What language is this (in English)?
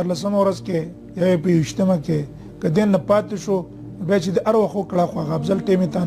Pashto